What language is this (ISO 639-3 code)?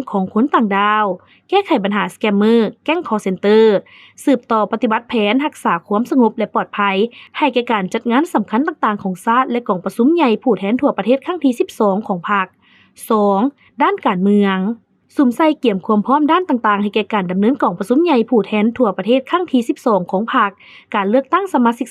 lao